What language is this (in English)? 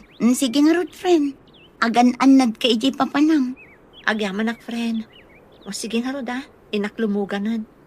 Iloko